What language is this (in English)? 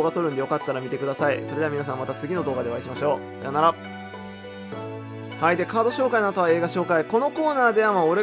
Japanese